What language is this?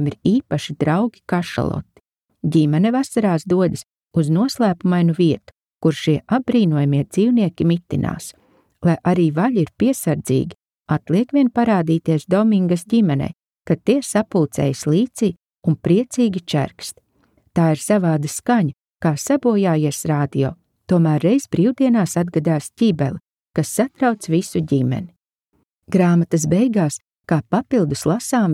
Latvian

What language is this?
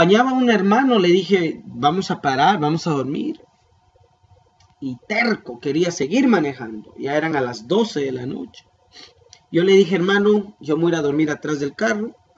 Spanish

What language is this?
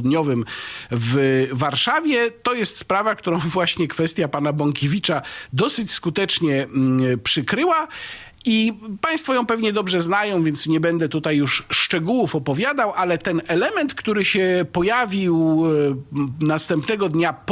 Polish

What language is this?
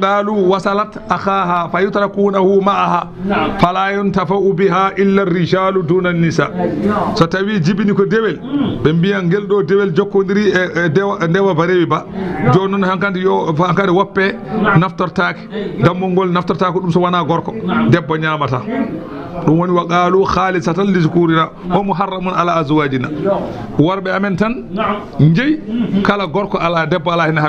Fula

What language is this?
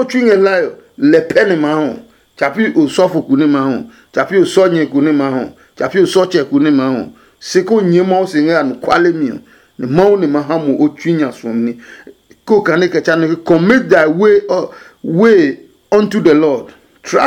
Adangme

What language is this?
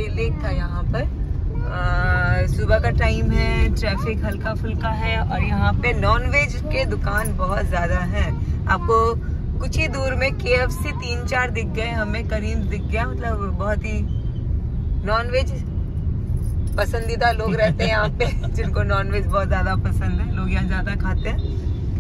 Hindi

